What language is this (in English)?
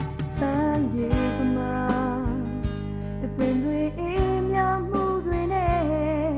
Burmese